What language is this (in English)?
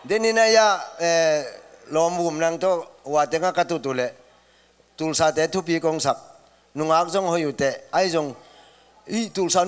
Tedim Chin